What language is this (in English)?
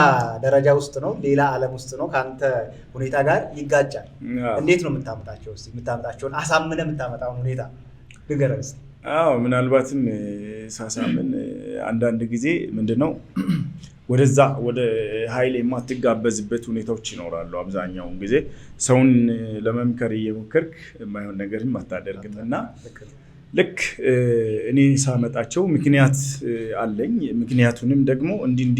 Amharic